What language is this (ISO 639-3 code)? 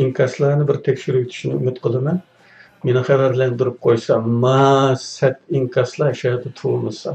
uig